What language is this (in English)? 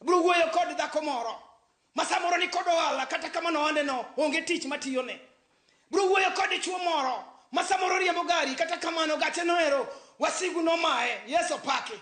Luo (Kenya and Tanzania)